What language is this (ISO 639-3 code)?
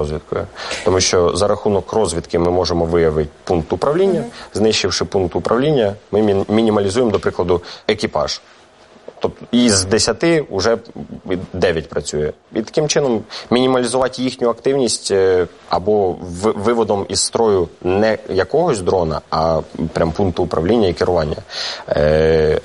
ukr